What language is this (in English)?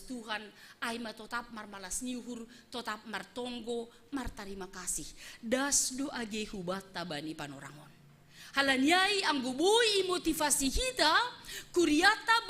Batak Simalungun